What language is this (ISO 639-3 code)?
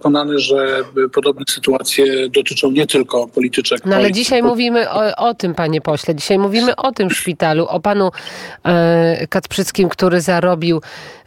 pol